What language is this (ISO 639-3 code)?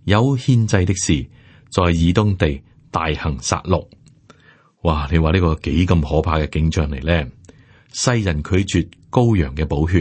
yue